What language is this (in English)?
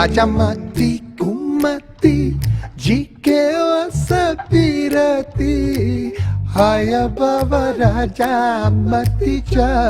Newari